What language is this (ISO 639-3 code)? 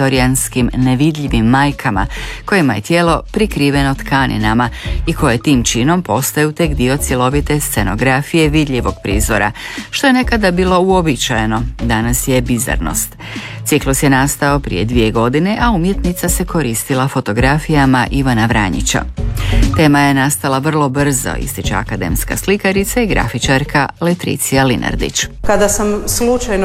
hrv